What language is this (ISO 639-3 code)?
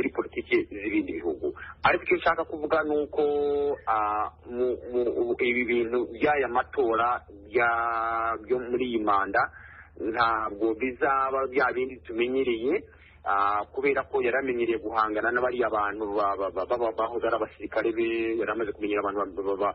kin